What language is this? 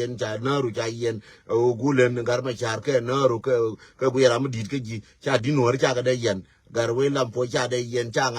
Nuer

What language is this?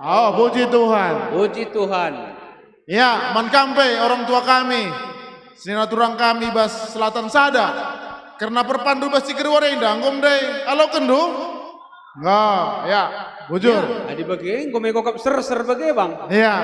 Batak Karo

